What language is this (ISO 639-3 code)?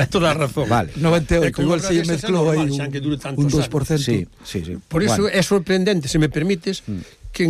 glg